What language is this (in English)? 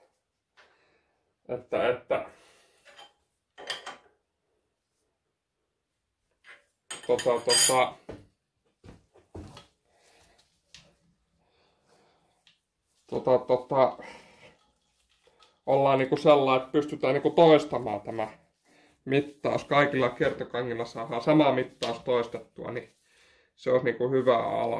Finnish